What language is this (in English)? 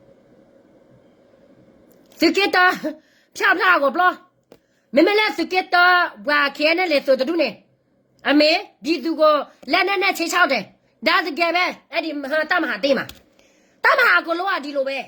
S'gaw Karen